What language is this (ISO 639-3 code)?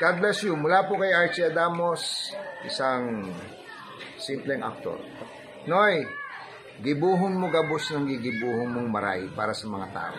bik